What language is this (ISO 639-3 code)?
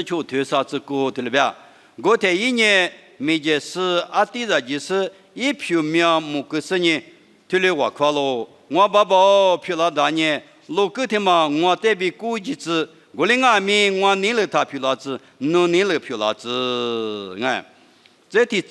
lis